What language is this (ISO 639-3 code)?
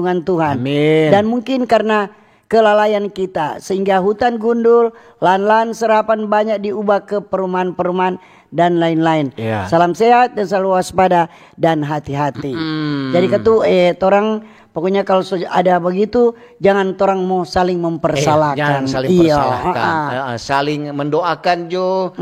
xmm